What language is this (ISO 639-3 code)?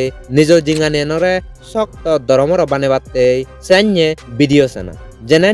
ccp